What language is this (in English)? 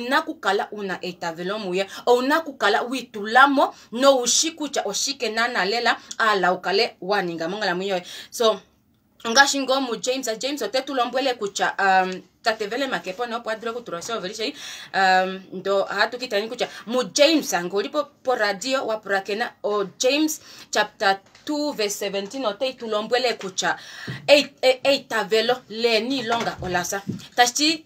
Kuanyama